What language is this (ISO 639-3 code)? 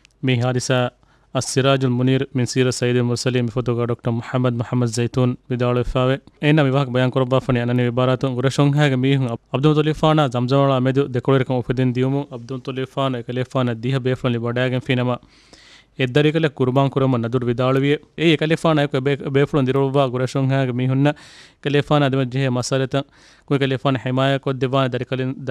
div